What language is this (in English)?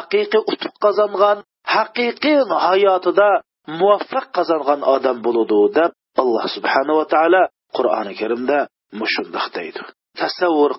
Uyghur